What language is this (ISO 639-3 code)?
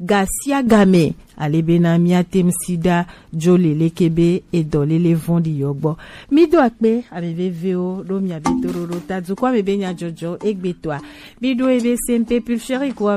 gej